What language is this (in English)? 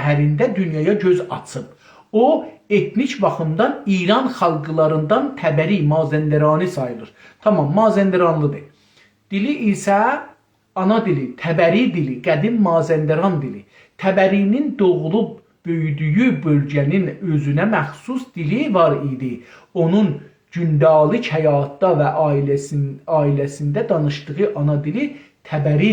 South Azerbaijani